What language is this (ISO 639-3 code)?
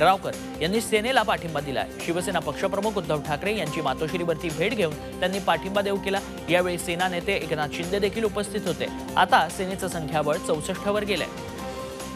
mar